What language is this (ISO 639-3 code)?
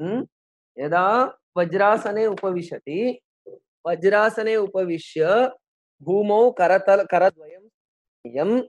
san